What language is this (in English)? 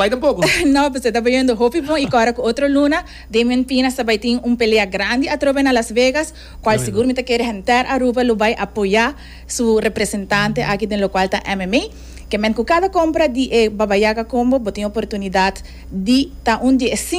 Papiamento